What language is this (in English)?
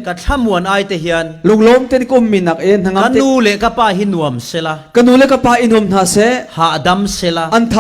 Falam Chin